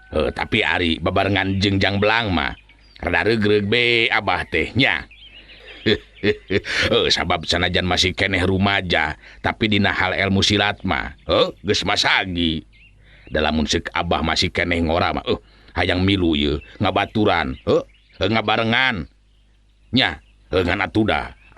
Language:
Sundanese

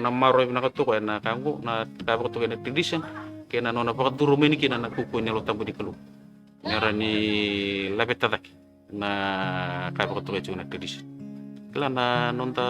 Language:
Fijian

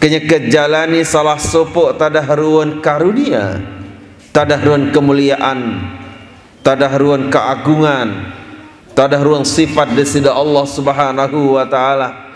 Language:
Sasak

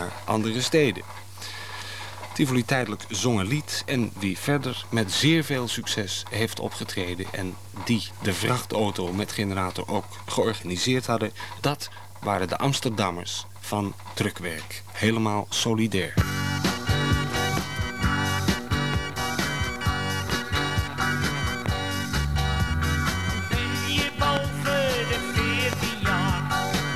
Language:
Dutch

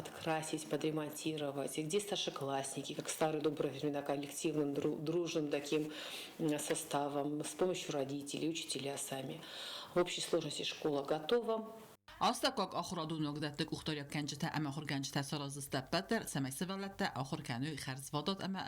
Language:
Ossetic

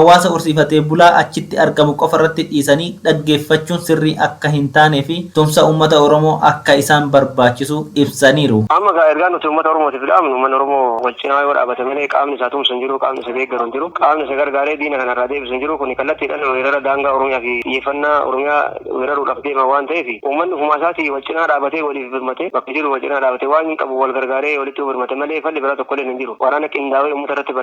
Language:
Oromo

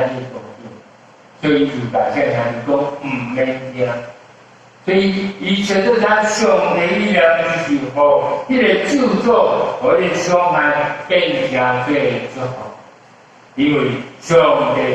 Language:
Min Nan Chinese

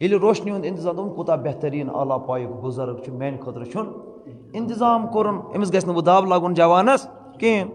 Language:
Kashmiri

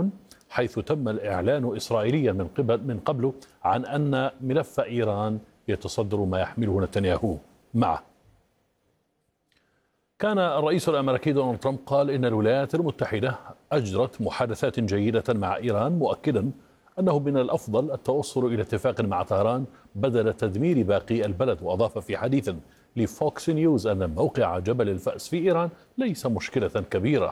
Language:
Arabic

